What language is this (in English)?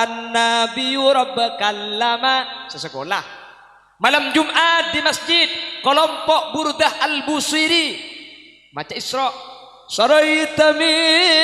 Madurese